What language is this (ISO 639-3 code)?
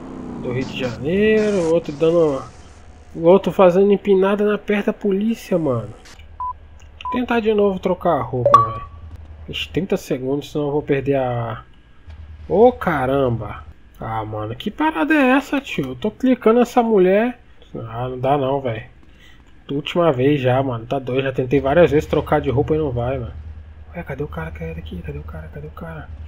por